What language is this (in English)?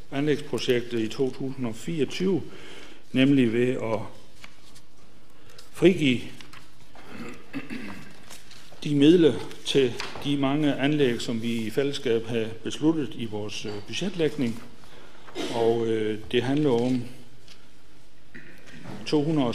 Danish